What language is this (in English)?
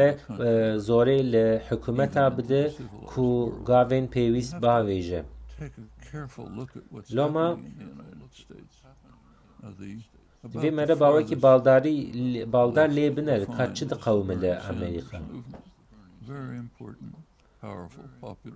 Kurdish